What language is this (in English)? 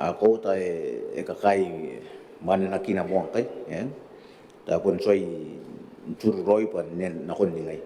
Gilbertese